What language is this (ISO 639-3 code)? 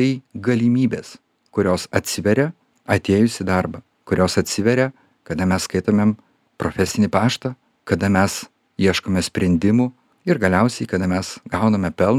lit